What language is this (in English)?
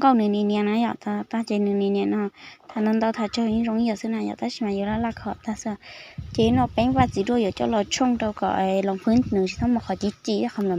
Hmong